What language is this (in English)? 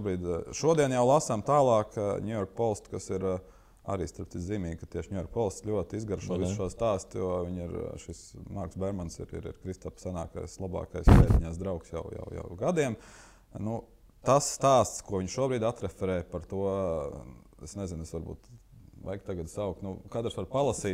Latvian